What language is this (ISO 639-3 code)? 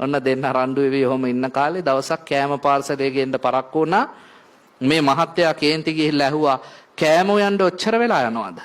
sin